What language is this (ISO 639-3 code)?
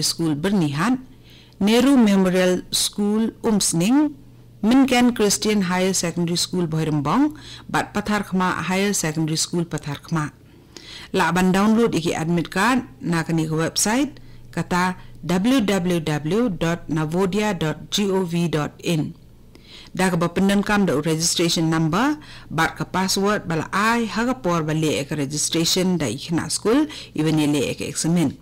kha